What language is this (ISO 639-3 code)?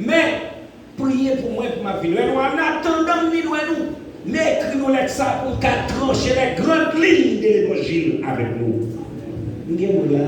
hat